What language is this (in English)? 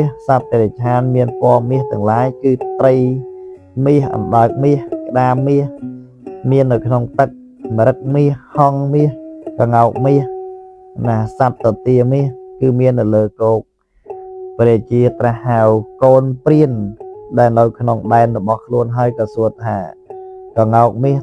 Khmer